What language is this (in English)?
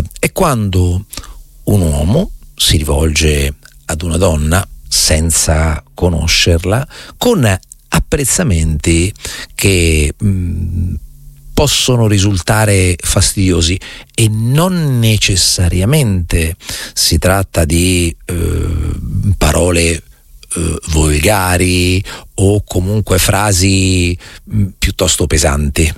Italian